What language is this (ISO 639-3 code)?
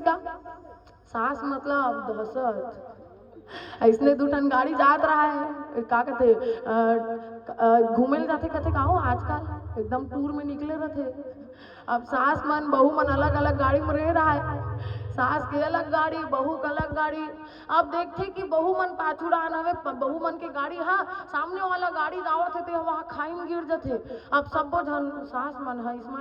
hne